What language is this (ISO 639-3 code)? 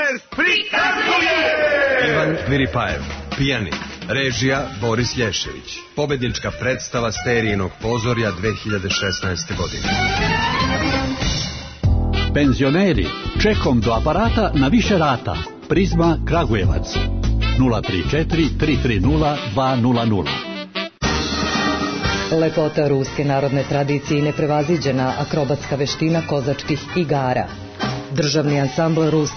srp